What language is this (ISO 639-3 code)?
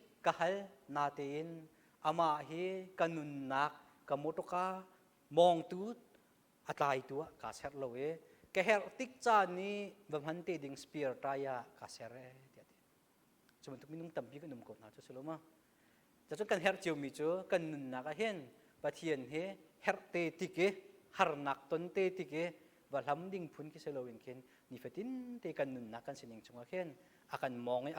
cnh